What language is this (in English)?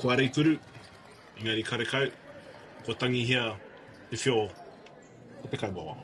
Māori